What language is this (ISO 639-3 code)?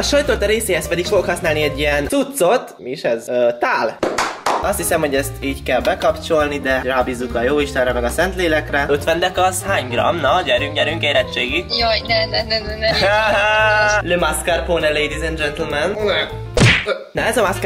hun